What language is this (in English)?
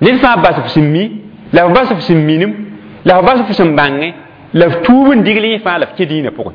Mossi